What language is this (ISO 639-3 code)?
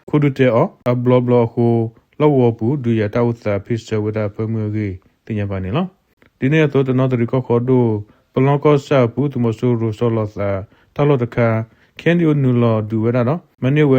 ksw